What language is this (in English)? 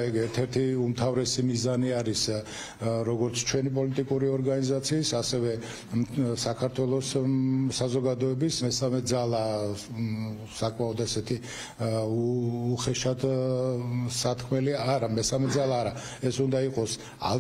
Georgian